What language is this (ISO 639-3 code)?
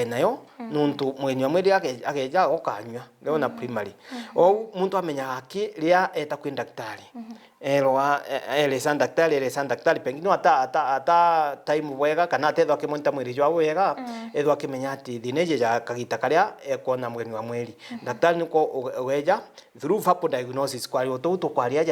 mer